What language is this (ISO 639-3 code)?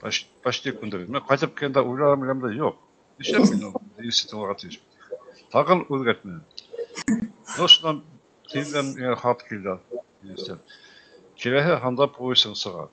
bak